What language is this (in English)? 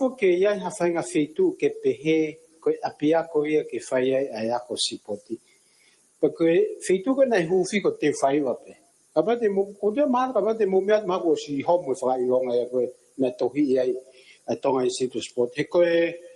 Tongan